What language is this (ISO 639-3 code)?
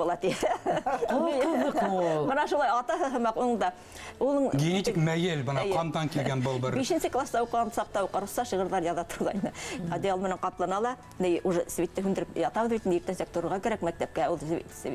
bak